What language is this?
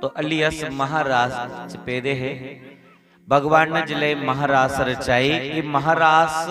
Dogri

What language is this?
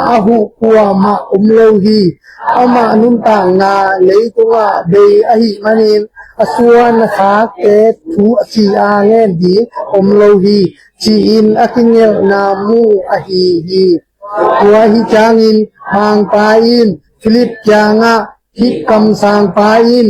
Tedim Chin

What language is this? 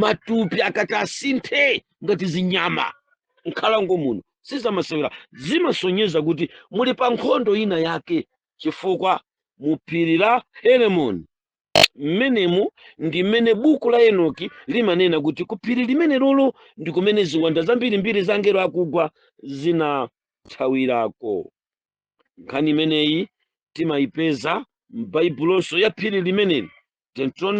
Nyanja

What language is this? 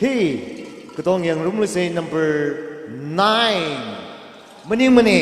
Tangkhul Naga (India)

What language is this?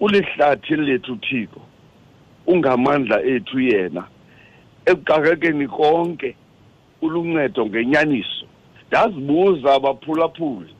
Xhosa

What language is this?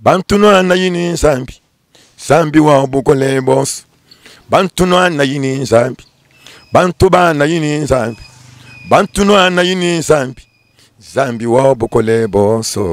Luba-Lulua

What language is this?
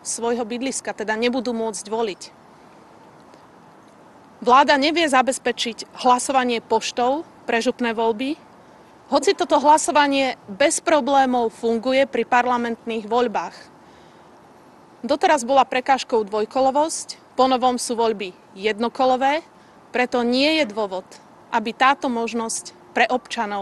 Slovak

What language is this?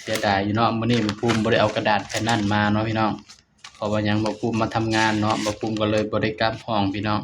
Northeastern Thai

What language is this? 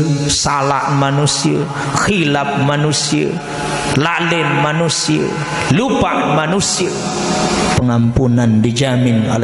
Sasak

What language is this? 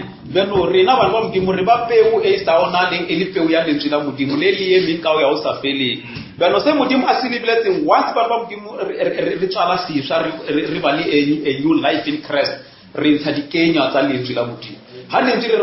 Northern Sotho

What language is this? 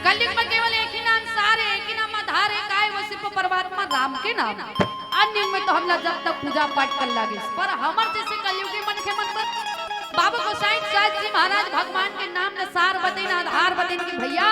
Chhattisgarhi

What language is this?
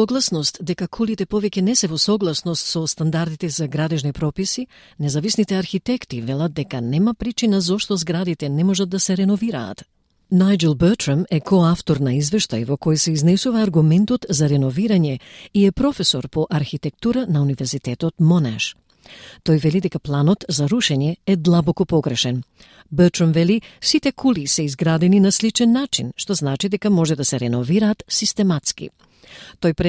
Macedonian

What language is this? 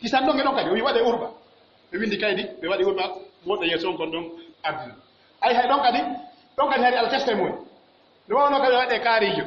Pular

